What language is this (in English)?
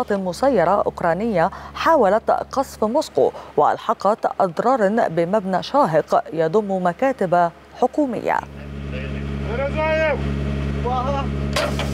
Arabic